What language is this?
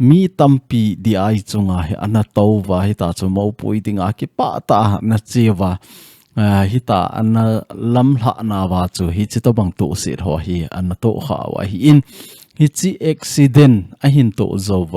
Thado Chin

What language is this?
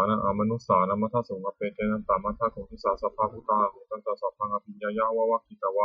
Pali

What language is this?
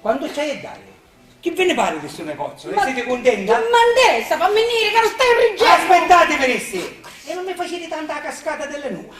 Sicilian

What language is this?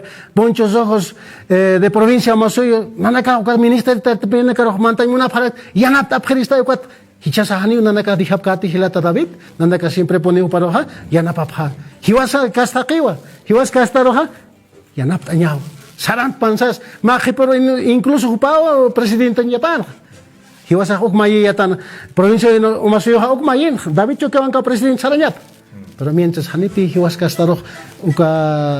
Aymara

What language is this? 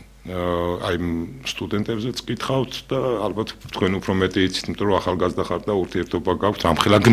Georgian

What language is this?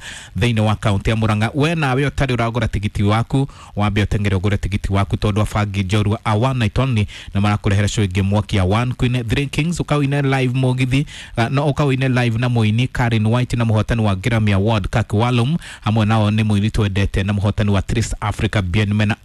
Kikuyu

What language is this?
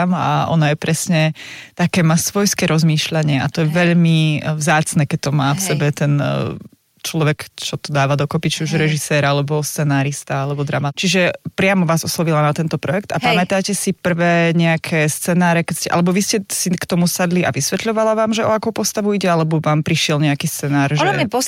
Slovak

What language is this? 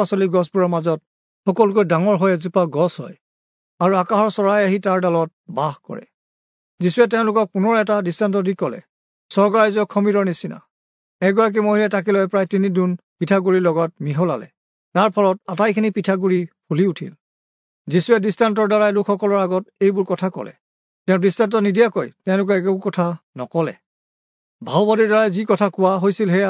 Assamese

